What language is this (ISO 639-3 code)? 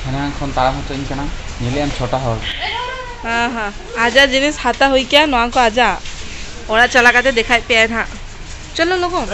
sat